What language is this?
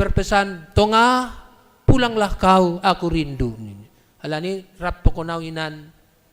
Batak Simalungun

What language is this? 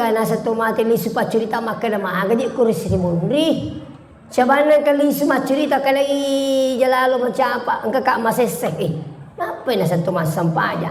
Buginese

